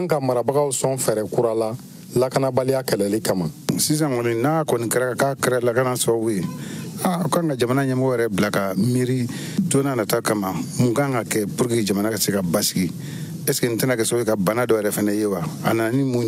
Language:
Bambara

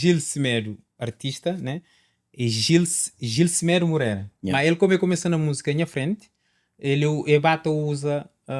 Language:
Kabuverdianu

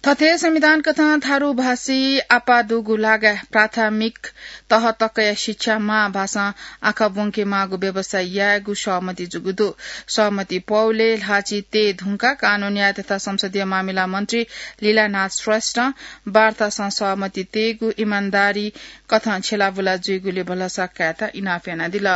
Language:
Newari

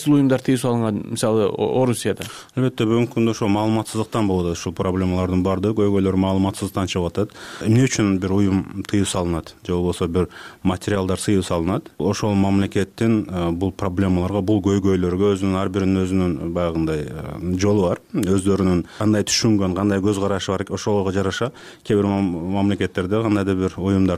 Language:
Kyrgyz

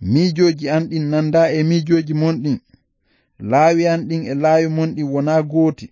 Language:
Fula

